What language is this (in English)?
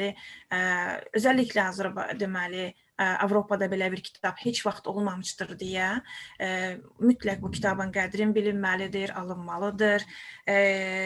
Azerbaijani